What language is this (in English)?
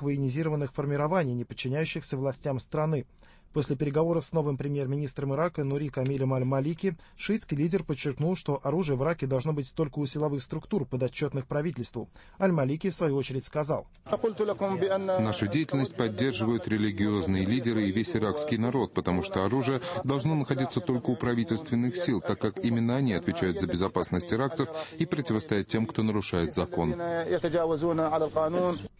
Russian